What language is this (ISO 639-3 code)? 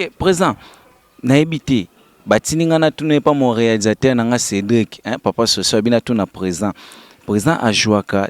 lin